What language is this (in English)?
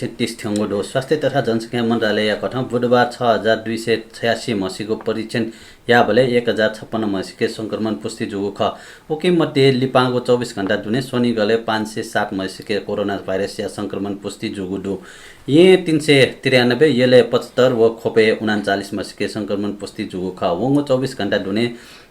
Newari